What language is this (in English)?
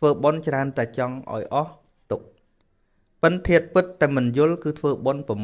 Khmer